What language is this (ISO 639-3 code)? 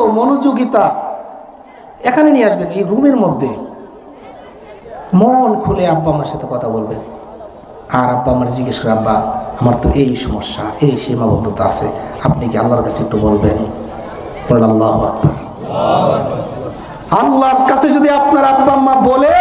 ben